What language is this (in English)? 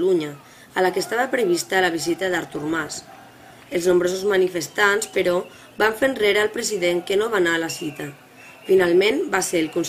Catalan